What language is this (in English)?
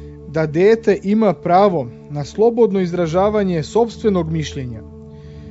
Serbian